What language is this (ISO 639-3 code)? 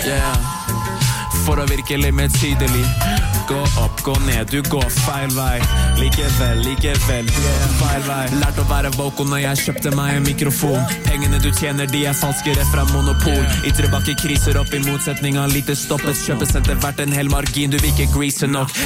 nor